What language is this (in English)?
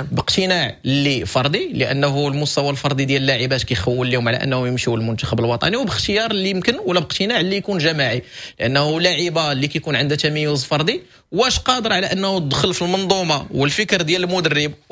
Moroccan Arabic